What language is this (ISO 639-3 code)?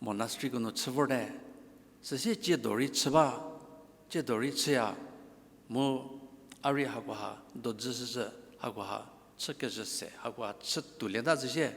njm